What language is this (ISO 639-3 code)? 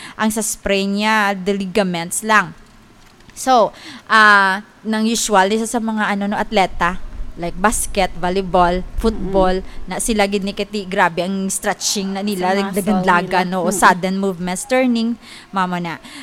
hil